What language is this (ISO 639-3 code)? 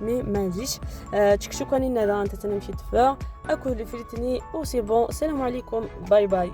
arq